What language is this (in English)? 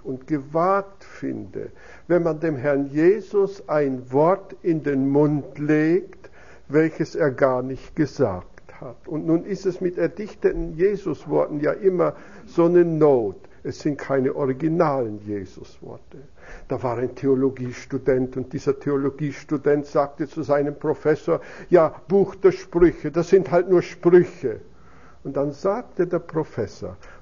German